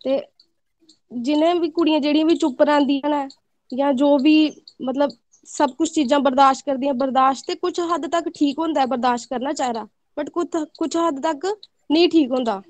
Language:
Dogri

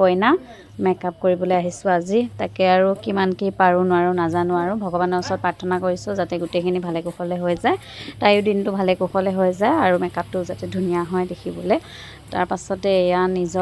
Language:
Assamese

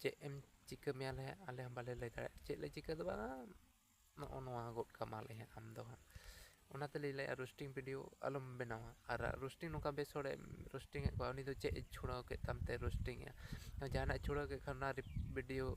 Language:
Santali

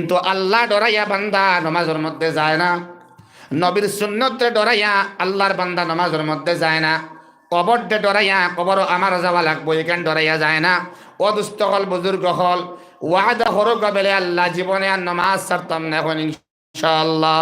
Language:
Sylheti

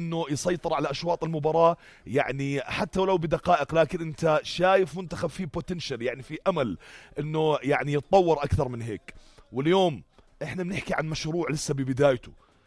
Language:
North Levantine Arabic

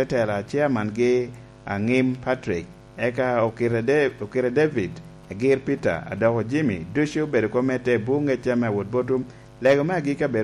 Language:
Lango (Uganda)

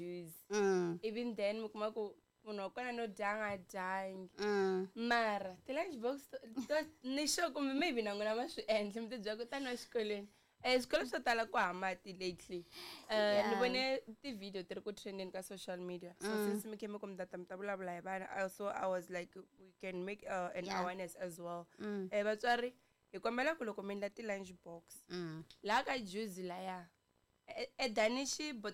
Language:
Tsonga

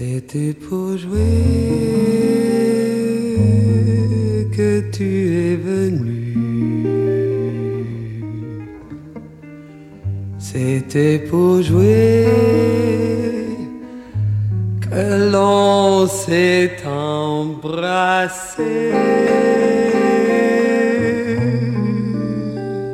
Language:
French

